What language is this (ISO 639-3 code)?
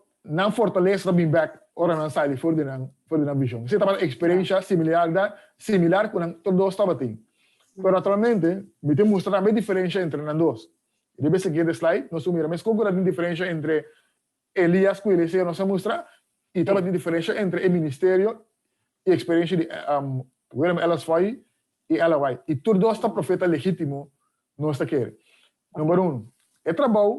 pap